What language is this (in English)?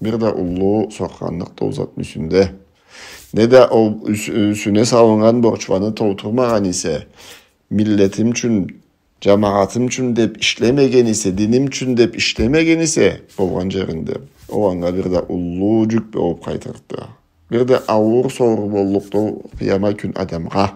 Karachay-Balkar